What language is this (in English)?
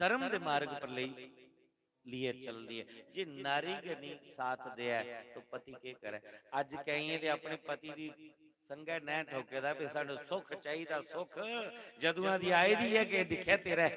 Dogri